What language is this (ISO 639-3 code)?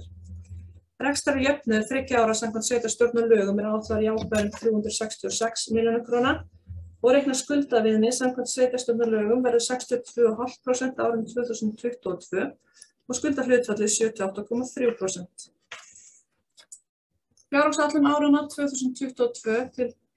isl